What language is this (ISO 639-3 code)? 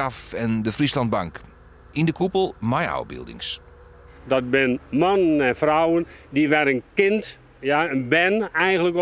fry